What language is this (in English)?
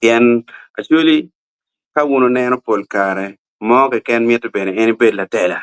Acoli